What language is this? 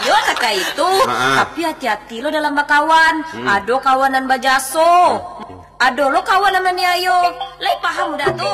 Minangkabau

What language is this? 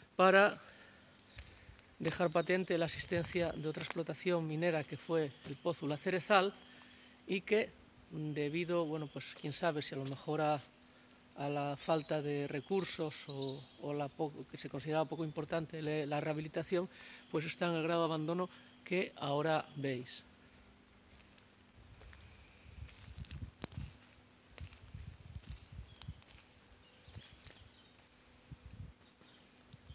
Spanish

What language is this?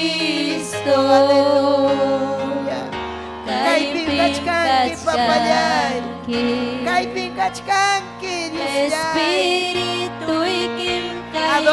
Ayacucho Quechua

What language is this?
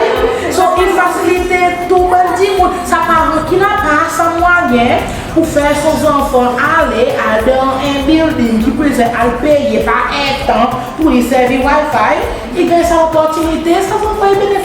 Seselwa Creole French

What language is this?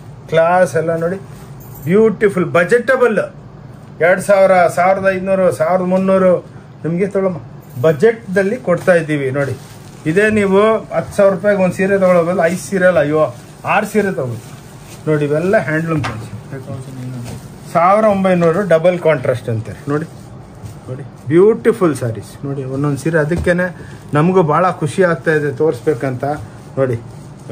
Kannada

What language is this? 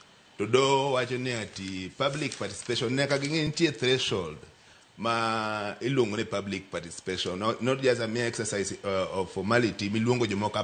Luo (Kenya and Tanzania)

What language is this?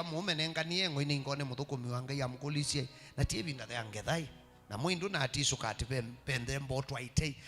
Kamba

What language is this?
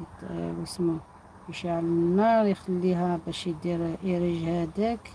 Algerian Arabic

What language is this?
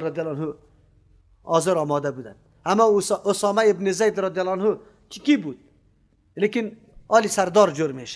Persian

